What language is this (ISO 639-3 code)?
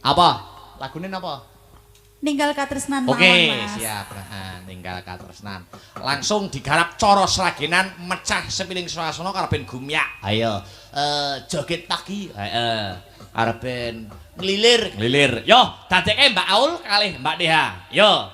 jav